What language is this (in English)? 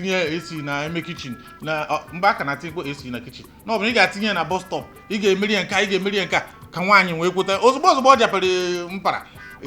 Igbo